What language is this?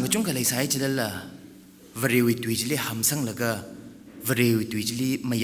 Tangkhul Naga (India)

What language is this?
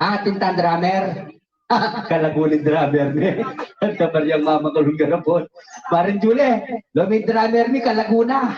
Pampanga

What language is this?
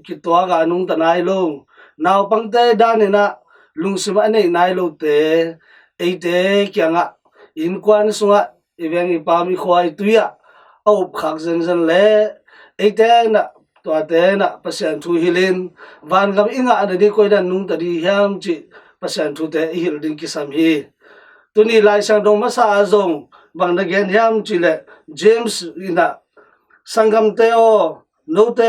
Tedim Chin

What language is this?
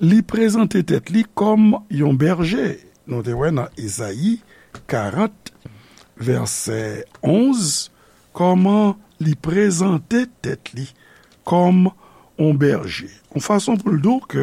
Haitian Creole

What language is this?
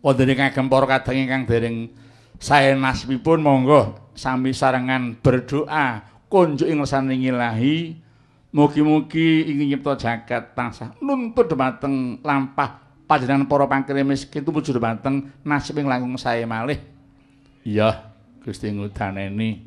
Javanese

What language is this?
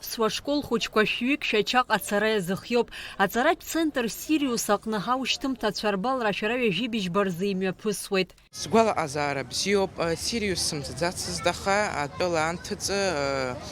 Abkhazian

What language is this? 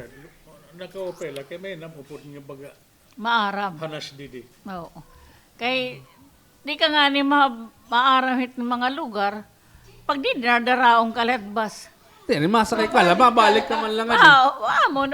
Waray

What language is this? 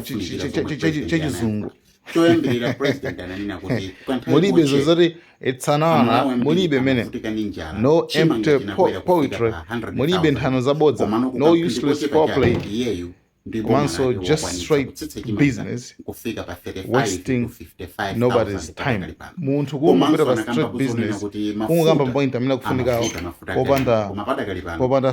Nyanja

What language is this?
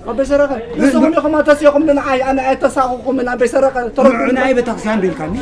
Tigrinya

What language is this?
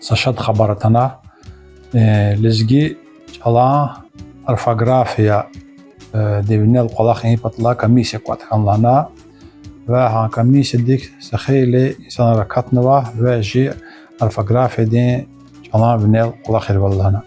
Lezghian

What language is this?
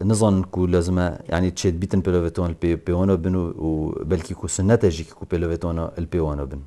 Kurdish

